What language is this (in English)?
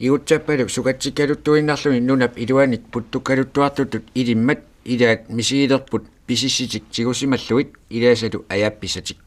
Kalaallisut